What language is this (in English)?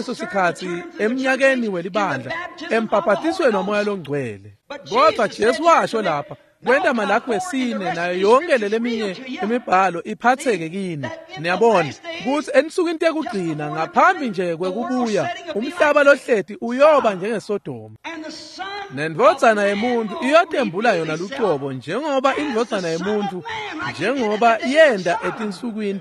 Swati